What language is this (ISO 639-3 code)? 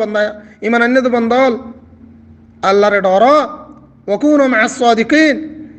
rhg